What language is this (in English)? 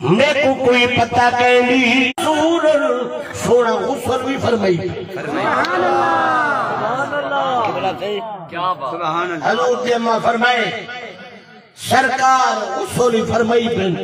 Saraiki